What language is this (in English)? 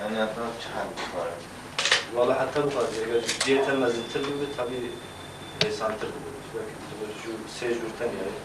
Kurdish